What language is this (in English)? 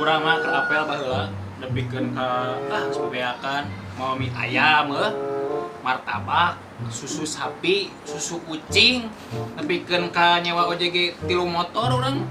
Sundanese